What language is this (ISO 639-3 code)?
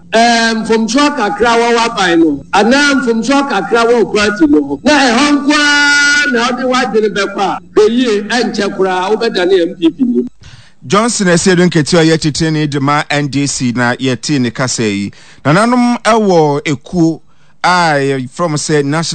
aka